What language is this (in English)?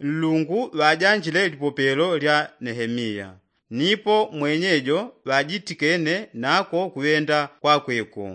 Yao